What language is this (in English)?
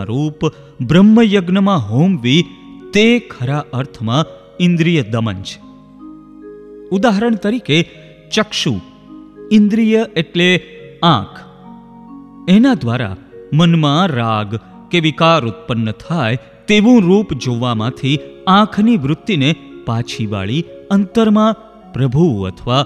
Gujarati